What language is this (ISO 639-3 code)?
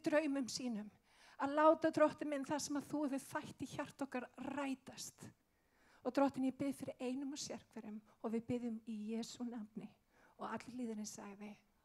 isl